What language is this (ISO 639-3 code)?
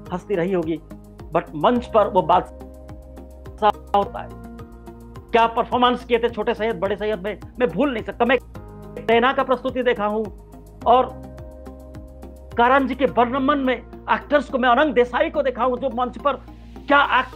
hin